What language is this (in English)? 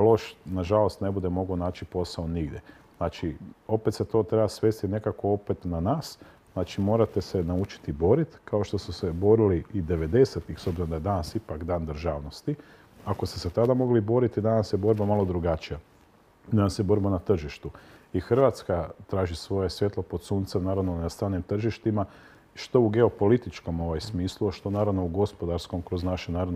Croatian